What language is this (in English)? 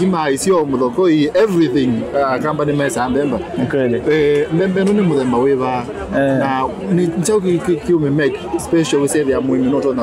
Kamba